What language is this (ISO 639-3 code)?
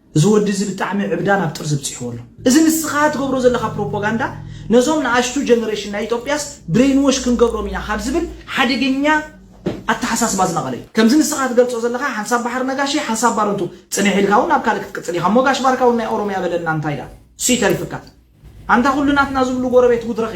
tir